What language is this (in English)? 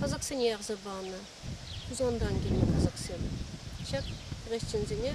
Chuvash